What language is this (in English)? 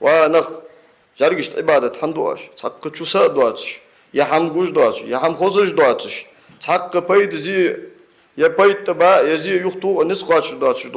Ingush